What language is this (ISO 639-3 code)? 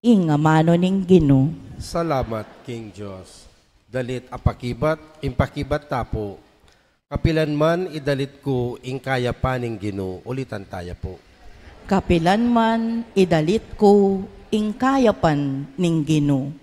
pam